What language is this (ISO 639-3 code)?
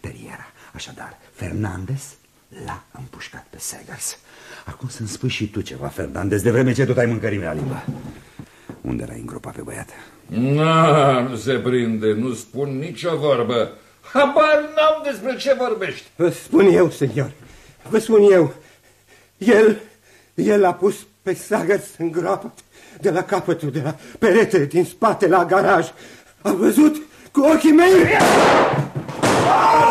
ron